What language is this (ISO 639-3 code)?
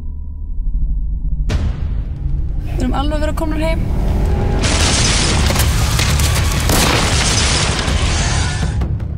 isl